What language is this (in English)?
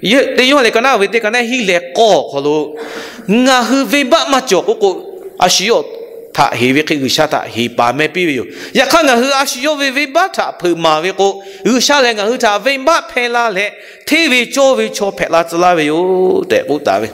Lahu